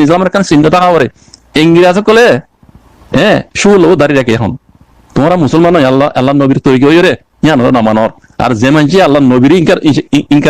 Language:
Rohingya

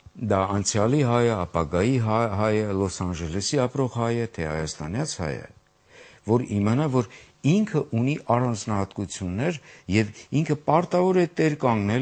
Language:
Armenian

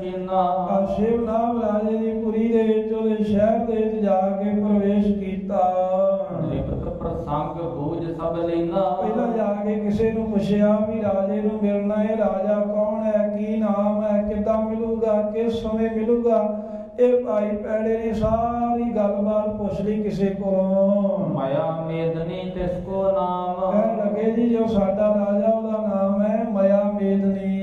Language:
Punjabi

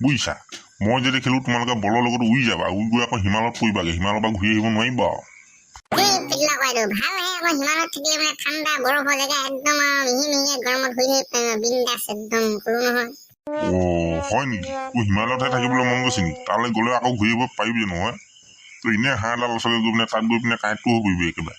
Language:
Assamese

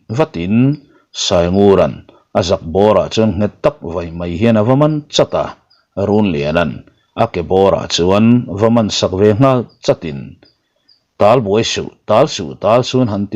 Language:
Mizo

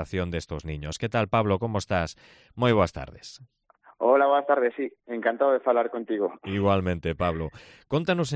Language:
Galician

